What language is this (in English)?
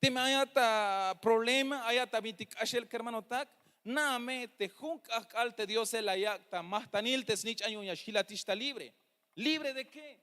Tzeltal